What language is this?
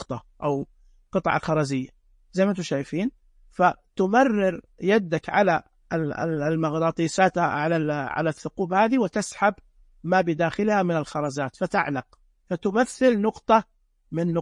Najdi Arabic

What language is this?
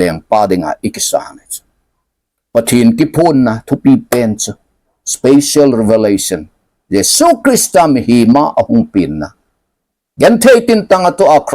Thado Chin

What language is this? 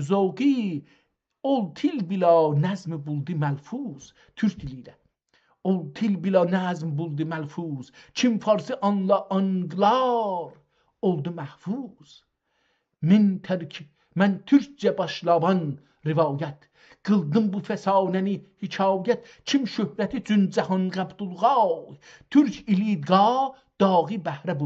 South Azerbaijani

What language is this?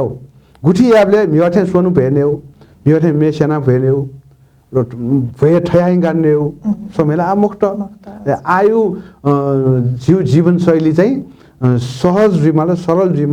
Newari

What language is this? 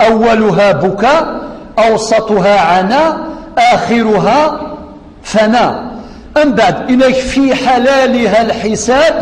Kabyle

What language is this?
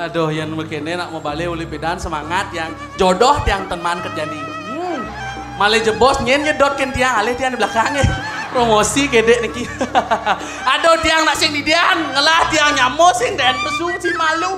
Balinese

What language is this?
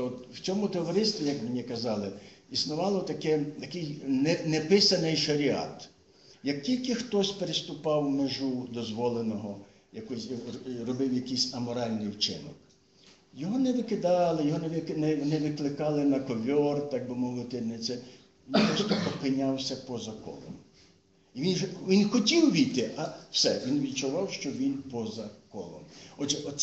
Ukrainian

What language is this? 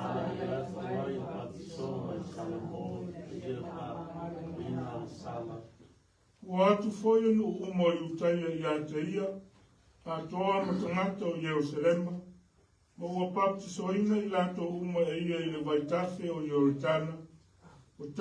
Samoan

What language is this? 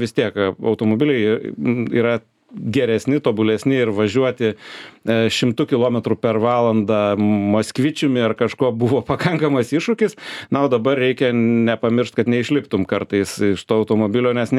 Lithuanian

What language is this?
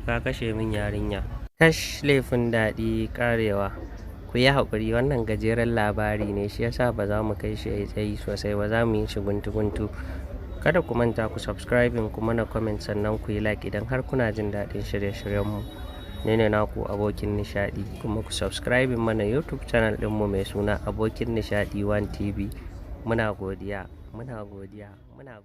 Hausa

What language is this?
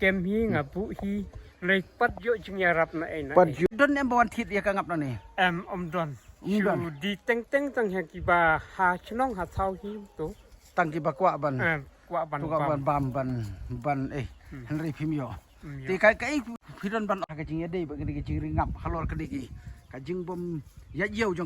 Khasi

